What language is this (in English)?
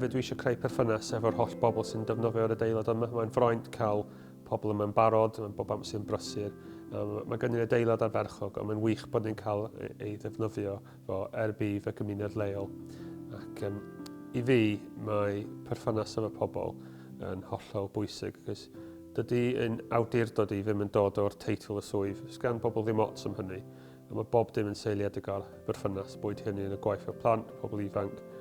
Welsh